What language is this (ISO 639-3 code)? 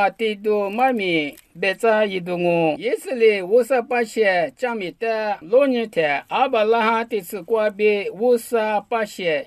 lis